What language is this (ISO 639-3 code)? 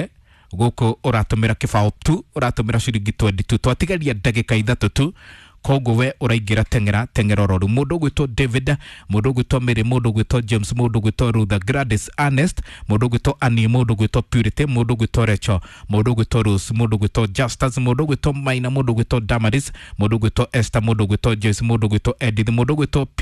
kik